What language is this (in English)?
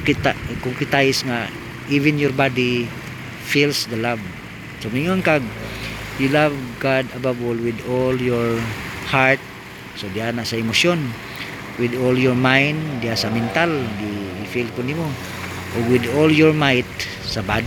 Cebuano